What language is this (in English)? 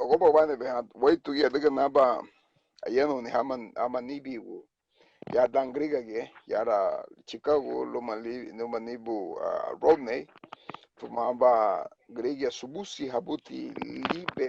Garifuna